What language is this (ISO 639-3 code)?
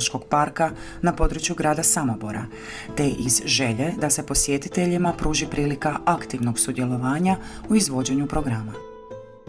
hrv